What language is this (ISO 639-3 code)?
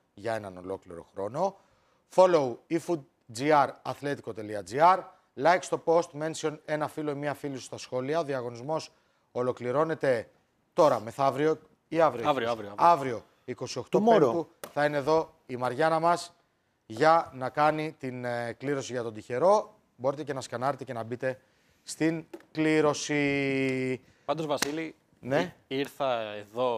ell